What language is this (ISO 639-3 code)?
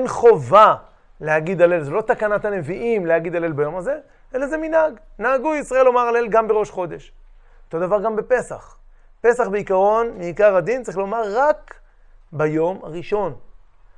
heb